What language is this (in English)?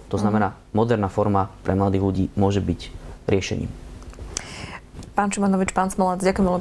Slovak